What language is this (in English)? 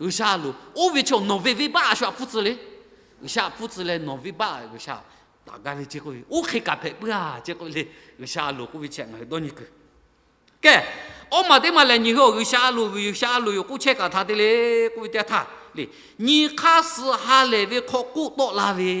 Lahu